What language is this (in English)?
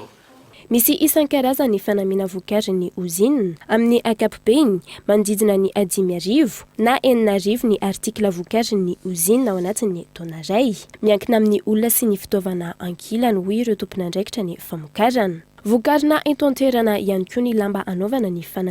Malagasy